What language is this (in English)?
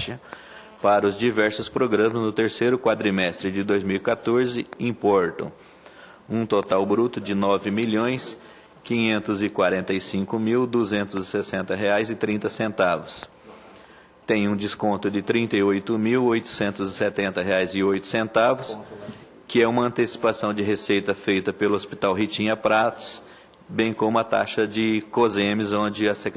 Portuguese